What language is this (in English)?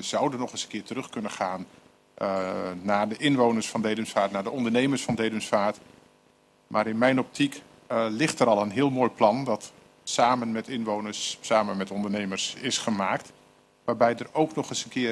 Dutch